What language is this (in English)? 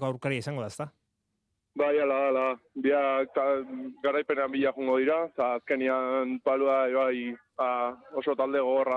Basque